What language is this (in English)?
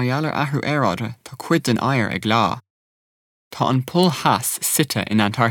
Irish